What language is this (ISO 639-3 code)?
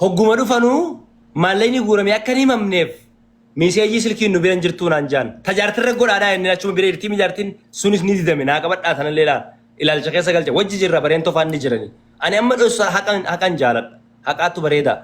orm